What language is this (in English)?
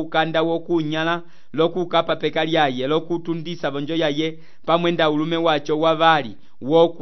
Umbundu